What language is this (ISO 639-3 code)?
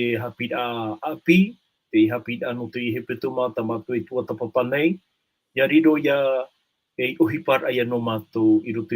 tah